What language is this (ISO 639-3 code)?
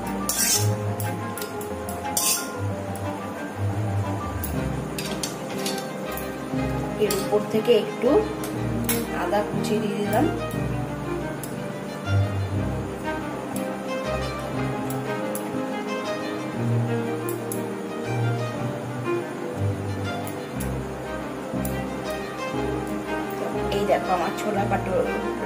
ben